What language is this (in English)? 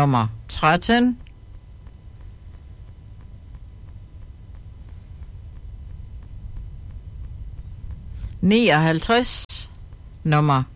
Danish